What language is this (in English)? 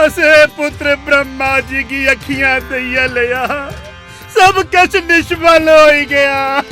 Dogri